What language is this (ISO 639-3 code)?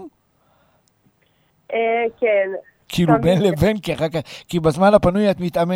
heb